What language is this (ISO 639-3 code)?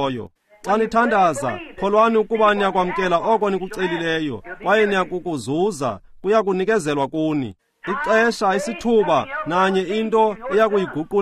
xho